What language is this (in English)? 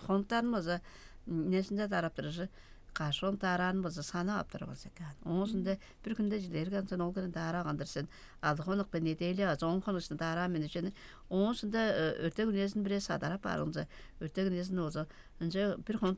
Tuvinian